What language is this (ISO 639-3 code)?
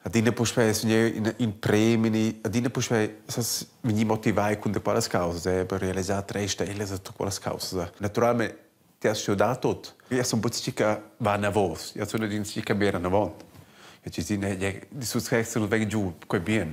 roh